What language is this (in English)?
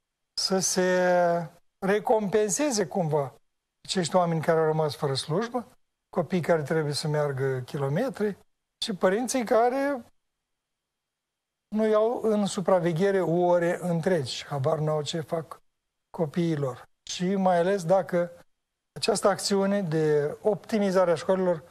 Romanian